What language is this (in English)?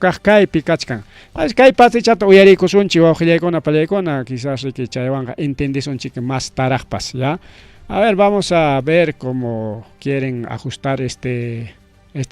Ayacucho Quechua